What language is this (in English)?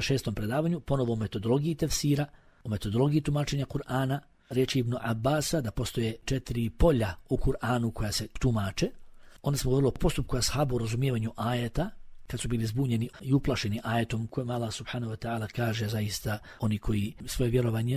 Bosnian